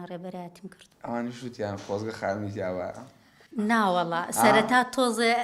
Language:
Central Kurdish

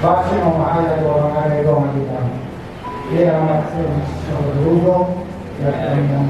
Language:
Nias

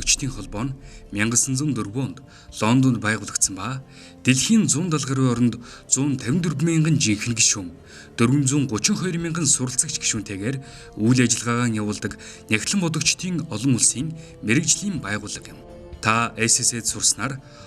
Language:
Mongolian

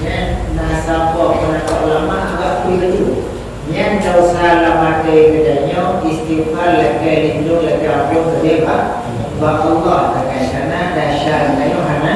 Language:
Achinese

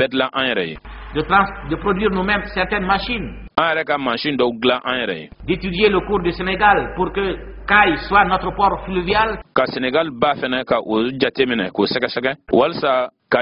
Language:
Bambara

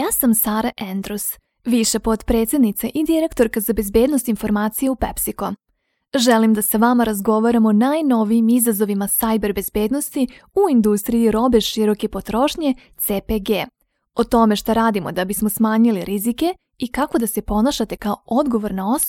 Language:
Serbian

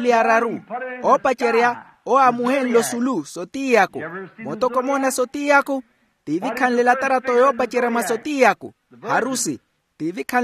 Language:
Makhuwa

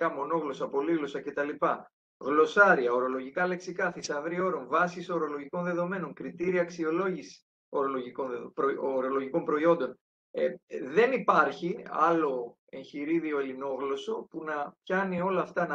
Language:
Greek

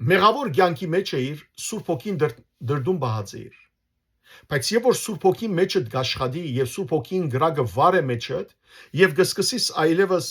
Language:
Western Armenian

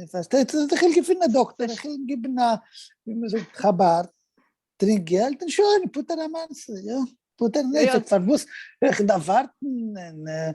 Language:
Yiddish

